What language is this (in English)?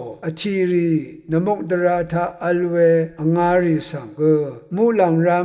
Rawang